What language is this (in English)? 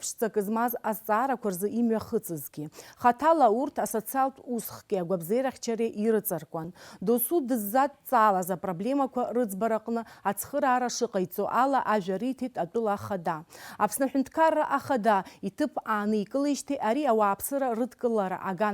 Abkhazian